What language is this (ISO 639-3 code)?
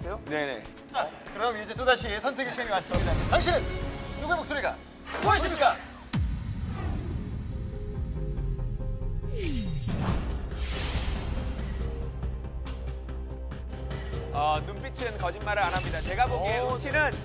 kor